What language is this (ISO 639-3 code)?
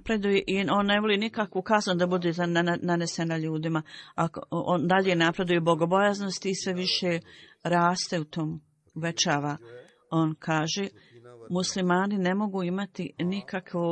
bos